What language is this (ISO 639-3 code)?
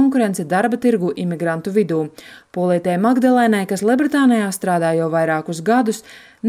lav